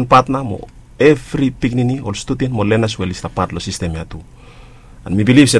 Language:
Bislama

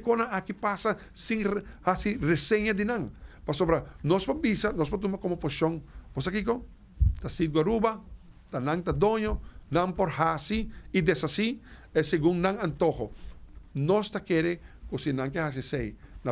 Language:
Papiamento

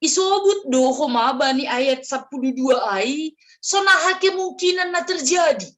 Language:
Batak Simalungun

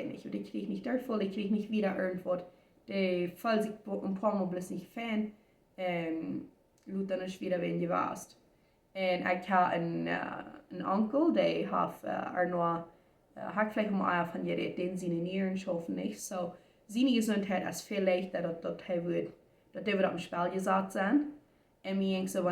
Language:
Plautdietsch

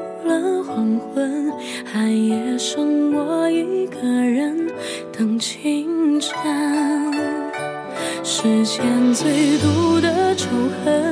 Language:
Chinese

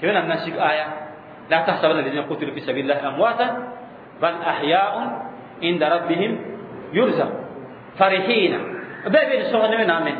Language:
Mossi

